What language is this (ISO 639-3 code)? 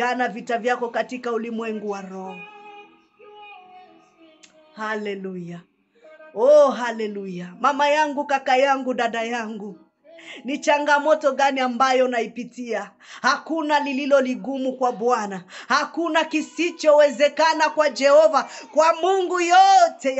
swa